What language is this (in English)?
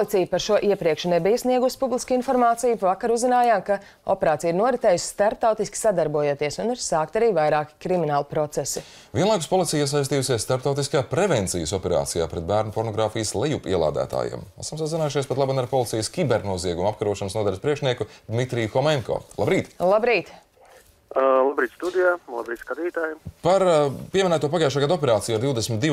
Latvian